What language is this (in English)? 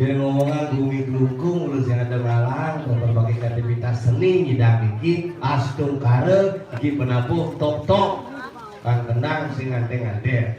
Balinese